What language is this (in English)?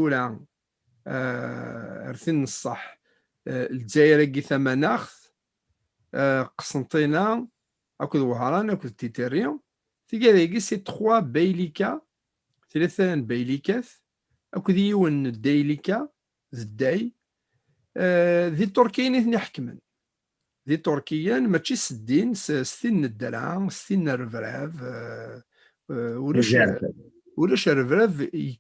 Kabyle